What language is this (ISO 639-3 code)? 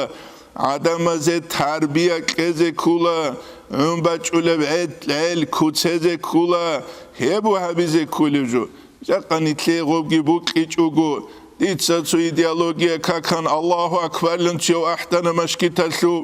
ava